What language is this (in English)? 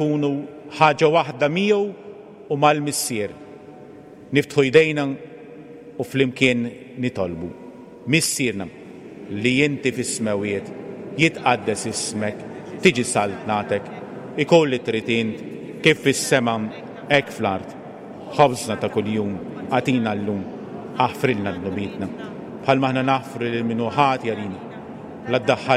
Maltese